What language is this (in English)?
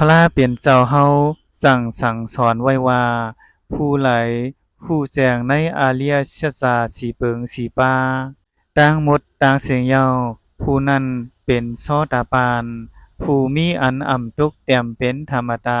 Shan